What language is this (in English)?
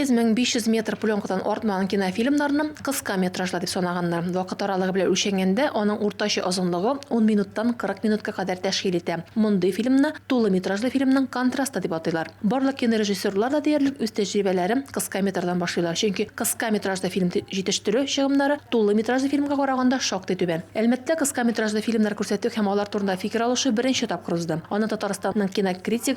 Tatar